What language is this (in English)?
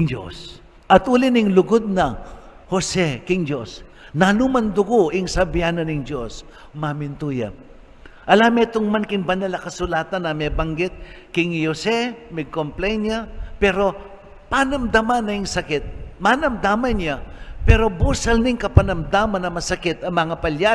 Pampanga